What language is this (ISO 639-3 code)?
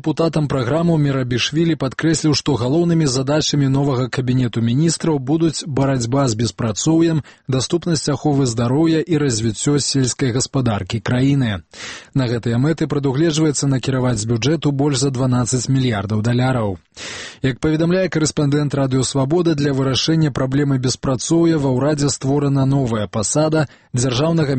bel